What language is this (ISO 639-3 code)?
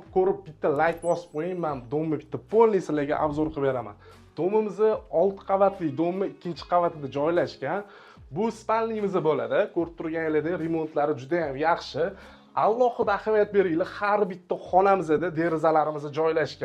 uzb